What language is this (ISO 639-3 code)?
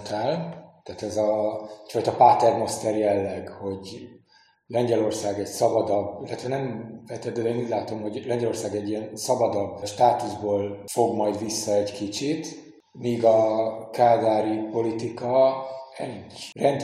hun